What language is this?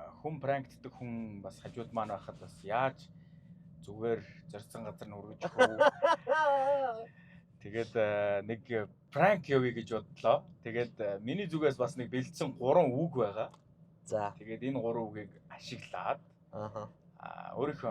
Mongolian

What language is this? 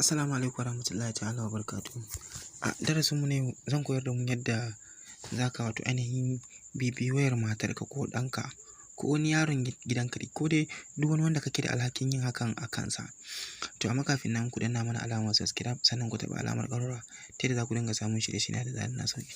Hausa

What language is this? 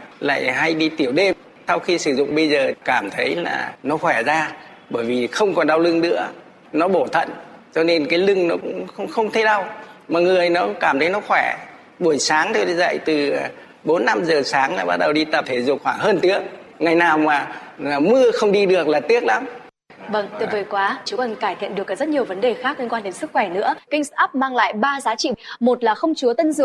Vietnamese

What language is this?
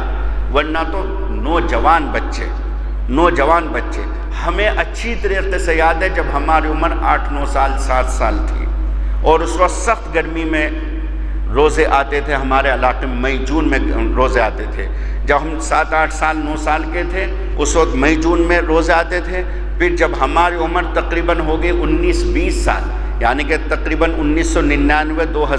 Urdu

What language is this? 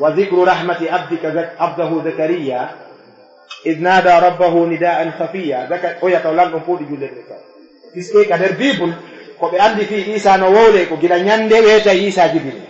Fula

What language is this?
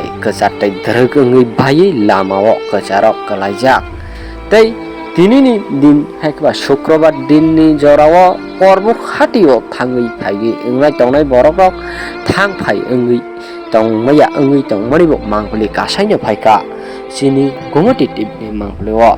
Kok Borok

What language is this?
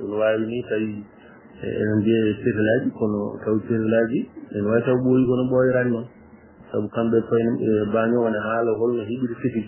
Fula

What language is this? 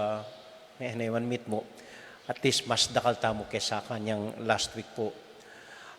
Pampanga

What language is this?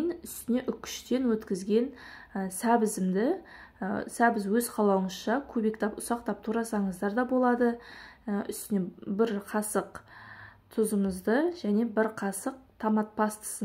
Kazakh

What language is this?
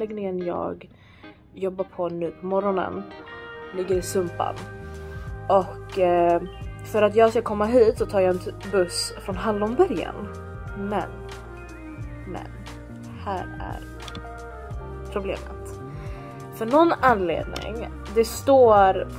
Swedish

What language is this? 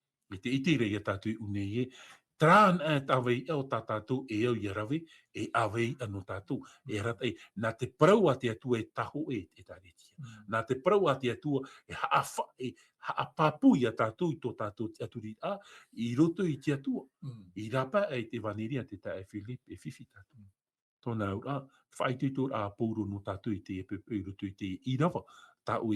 Tahitian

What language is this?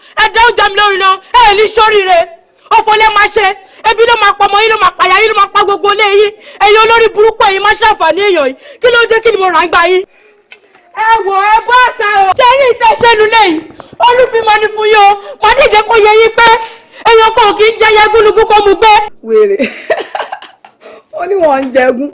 Yoruba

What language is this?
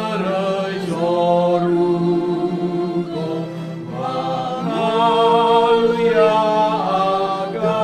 Nias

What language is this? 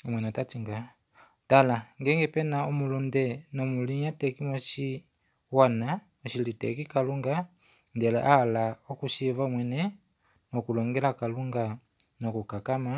Kuanyama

